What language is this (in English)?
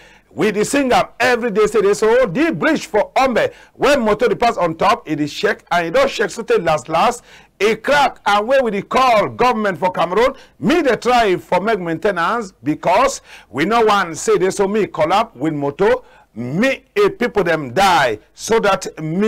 Cameroon Pidgin